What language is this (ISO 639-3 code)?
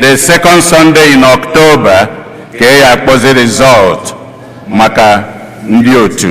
ibo